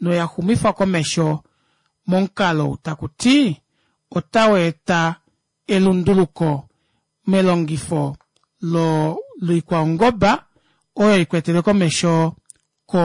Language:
Kuanyama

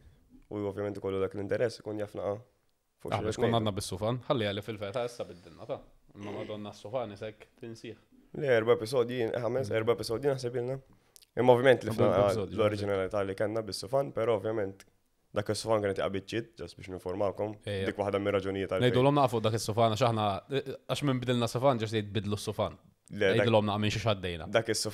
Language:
Maltese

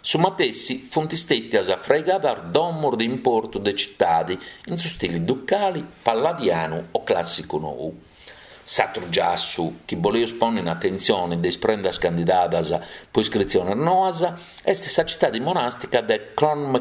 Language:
Sardinian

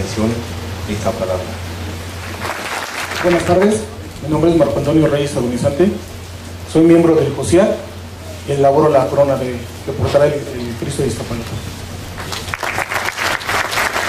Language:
Spanish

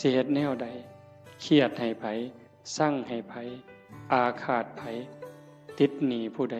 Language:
Northeastern Thai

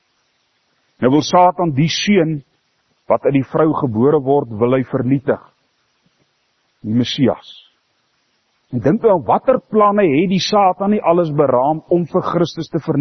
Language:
Afrikaans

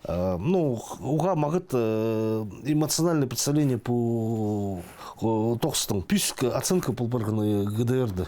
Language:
Khakas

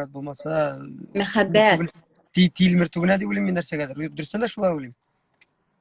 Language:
Tatar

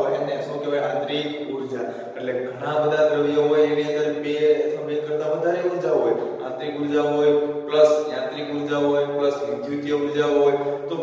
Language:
Gujarati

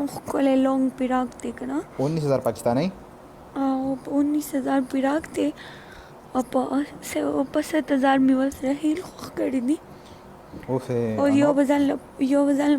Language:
Pashto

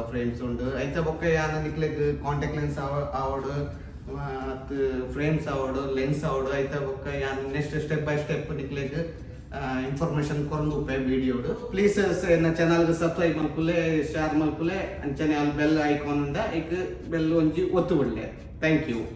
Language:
Tulu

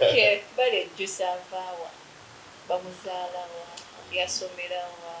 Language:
Soga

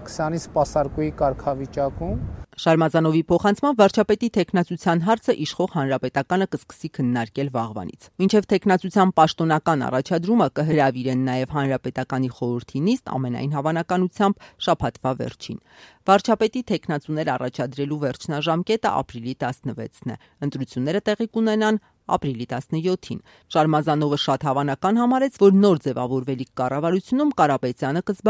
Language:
Armenian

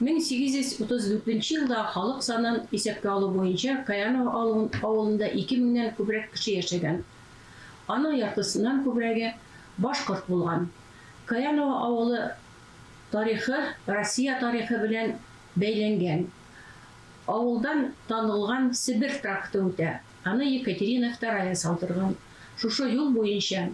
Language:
Bashkir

